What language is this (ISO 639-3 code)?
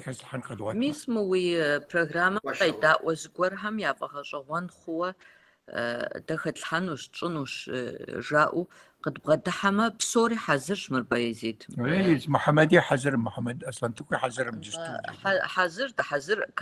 kbd